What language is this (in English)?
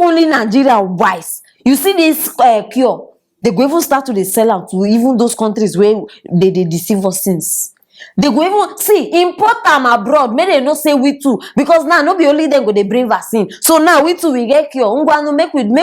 Nigerian Pidgin